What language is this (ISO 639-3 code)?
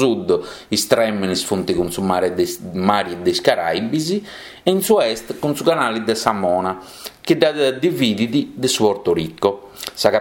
srd